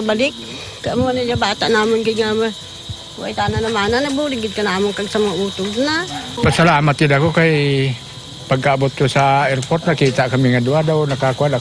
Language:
Hiligaynon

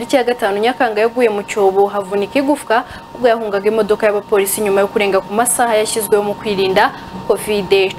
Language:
Kinyarwanda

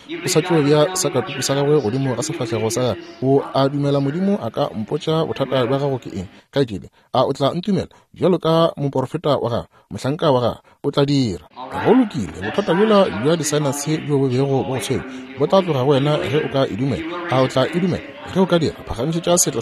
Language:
Northern Sotho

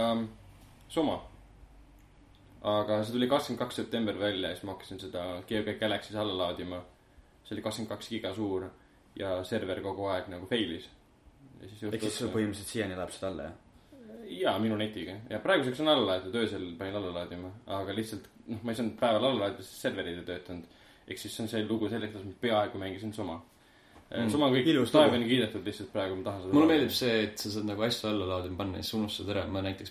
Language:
Estonian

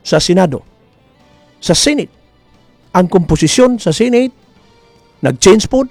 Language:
Cebuano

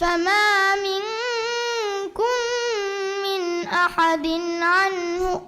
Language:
Divehi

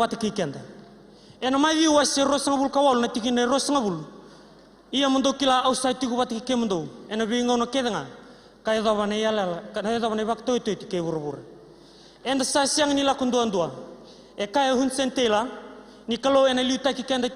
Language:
Fijian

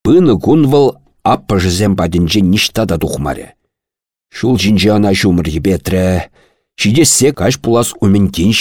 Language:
Chuvash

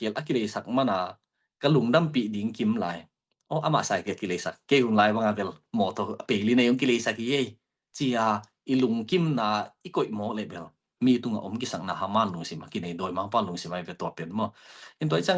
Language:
Tedim Chin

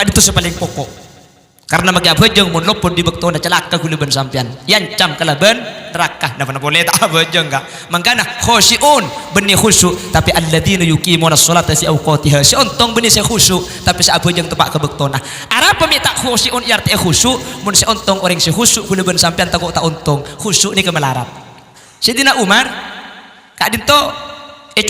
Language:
Madurese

